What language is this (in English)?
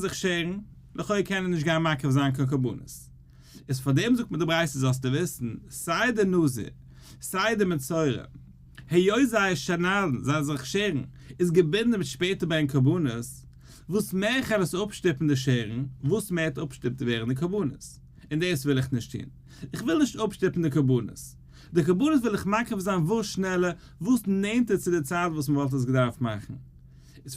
Yiddish